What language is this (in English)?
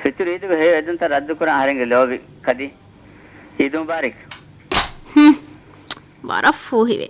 Divehi